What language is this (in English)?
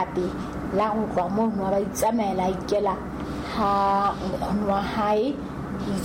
Southern Sotho